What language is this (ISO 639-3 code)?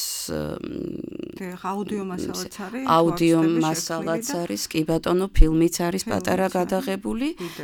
kat